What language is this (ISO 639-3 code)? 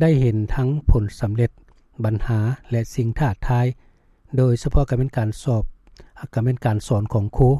lao